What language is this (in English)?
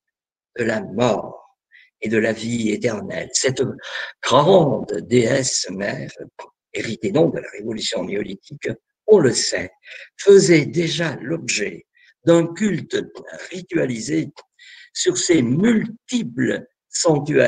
French